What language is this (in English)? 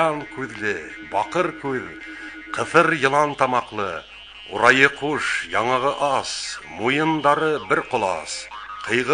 Bashkir